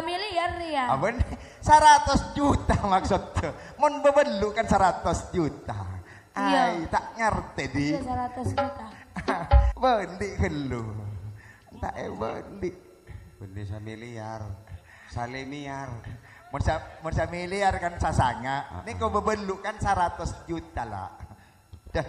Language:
Madurese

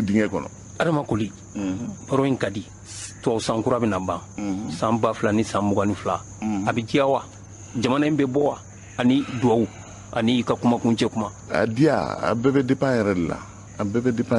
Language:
Bambara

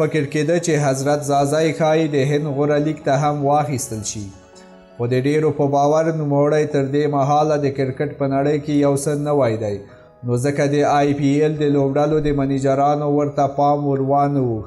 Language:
Pashto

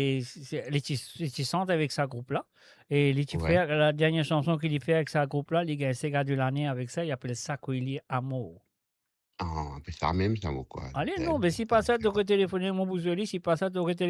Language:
Morisyen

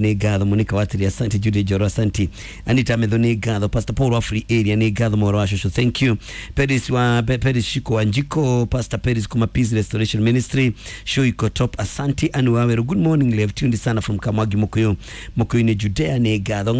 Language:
Kikuyu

